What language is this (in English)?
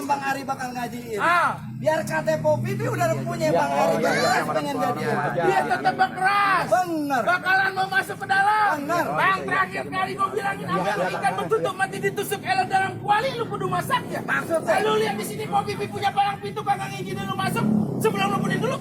Betawi